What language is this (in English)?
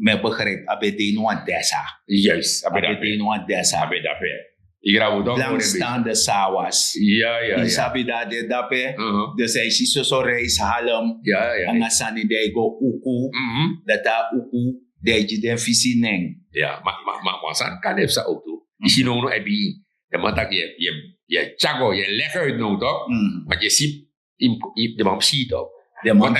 Sranan Tongo